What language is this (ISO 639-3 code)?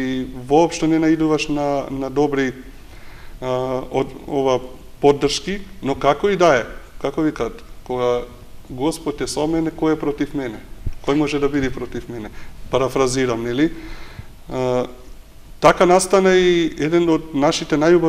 mkd